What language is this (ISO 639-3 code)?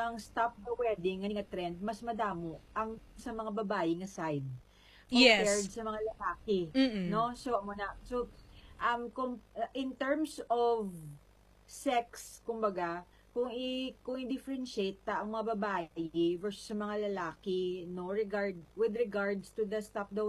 hil